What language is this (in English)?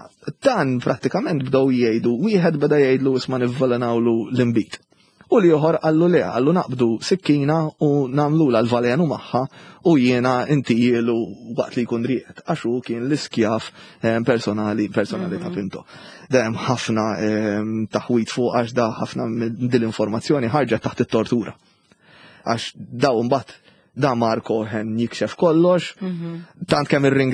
Maltese